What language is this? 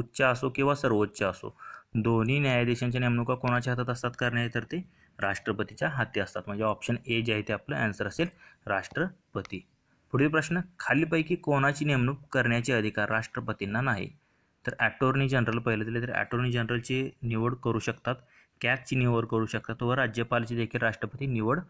Marathi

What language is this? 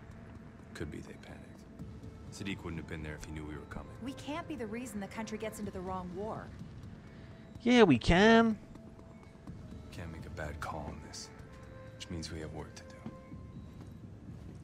English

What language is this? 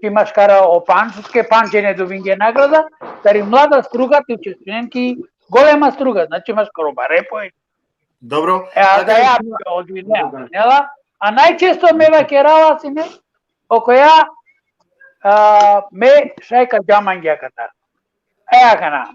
Balkan Romani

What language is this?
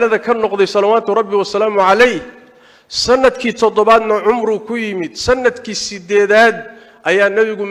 Somali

